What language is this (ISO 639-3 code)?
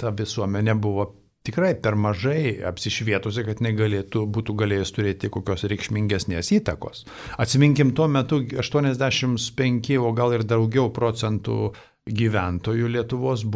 lit